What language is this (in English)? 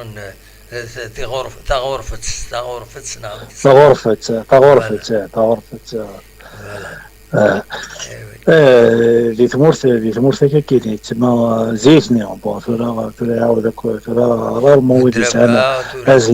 Kabyle